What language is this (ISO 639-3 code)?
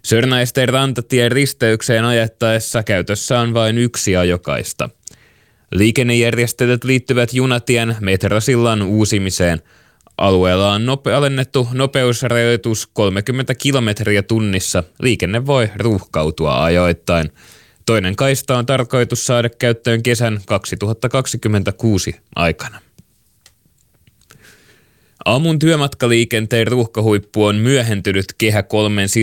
fin